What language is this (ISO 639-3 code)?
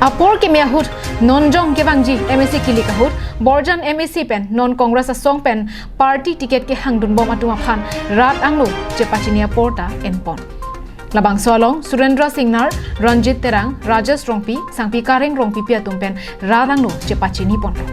mjw